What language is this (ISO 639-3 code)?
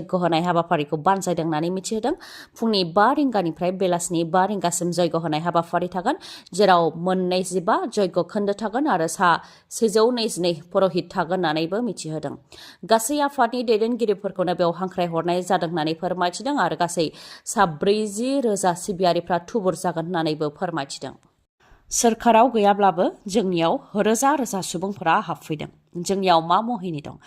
brx